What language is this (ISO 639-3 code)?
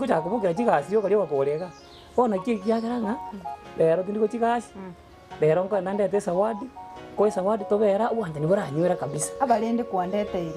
guz